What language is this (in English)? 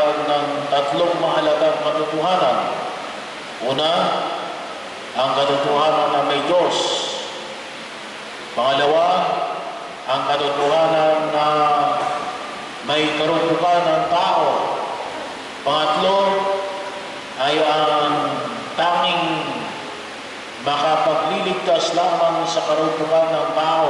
Filipino